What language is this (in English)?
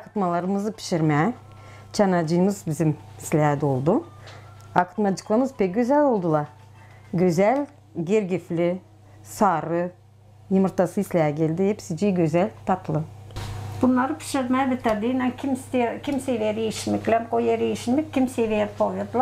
Gagauz